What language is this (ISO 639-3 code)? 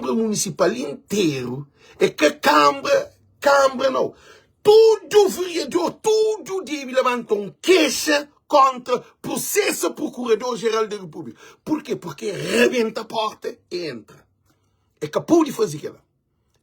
kea